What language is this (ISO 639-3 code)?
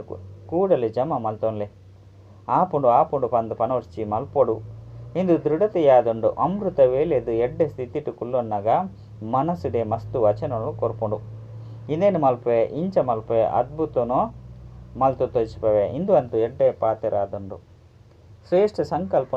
tcy